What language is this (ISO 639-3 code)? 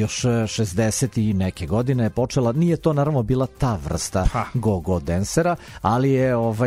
srp